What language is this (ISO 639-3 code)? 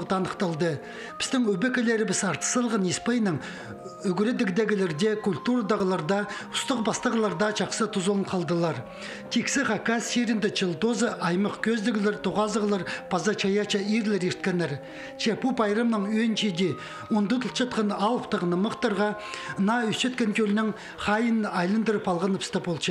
kjh